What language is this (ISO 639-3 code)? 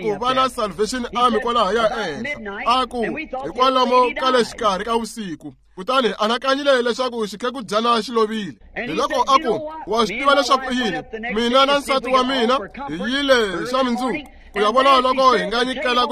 tso